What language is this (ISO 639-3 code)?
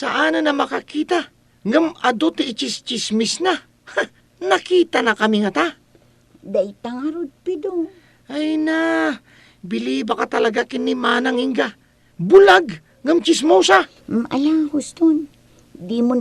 ilo